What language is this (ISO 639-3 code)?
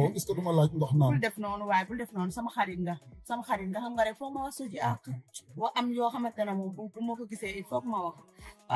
wol